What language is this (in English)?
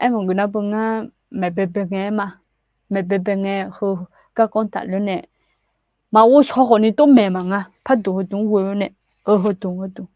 Akha